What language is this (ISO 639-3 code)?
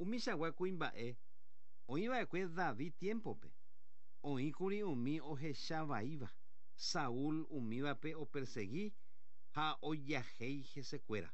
grn